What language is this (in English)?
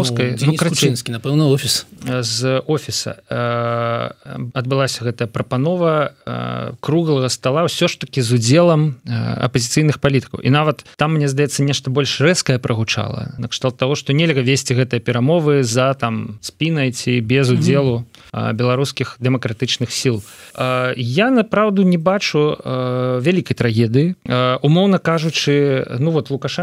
Belarusian